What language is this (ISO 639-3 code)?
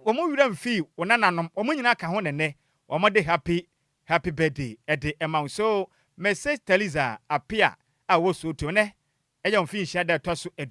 aka